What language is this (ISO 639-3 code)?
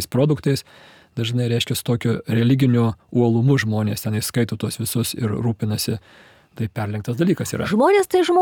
lit